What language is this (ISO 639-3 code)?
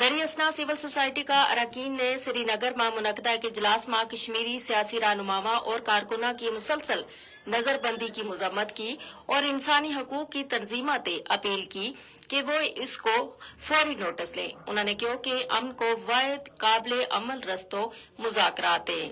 gju